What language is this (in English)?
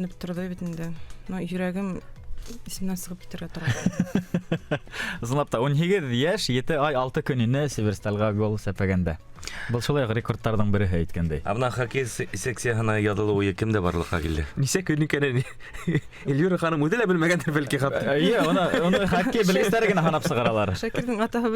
Bashkir